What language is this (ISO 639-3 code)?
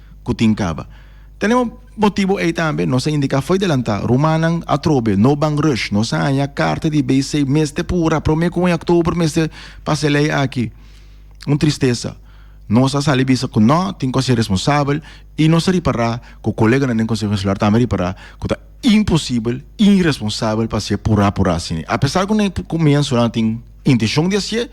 pap